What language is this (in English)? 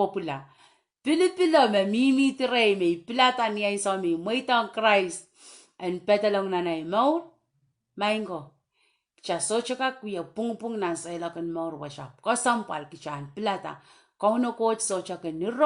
Pohnpeian